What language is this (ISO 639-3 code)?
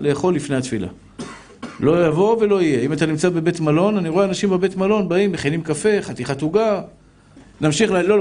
heb